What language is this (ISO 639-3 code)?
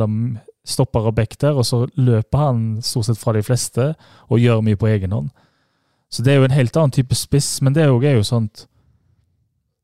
nor